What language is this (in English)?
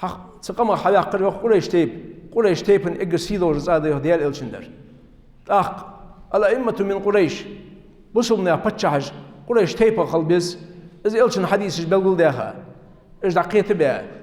Ingush